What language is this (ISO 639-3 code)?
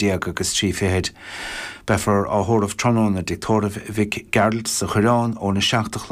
gle